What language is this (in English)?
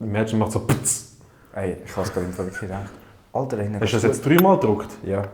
Swiss German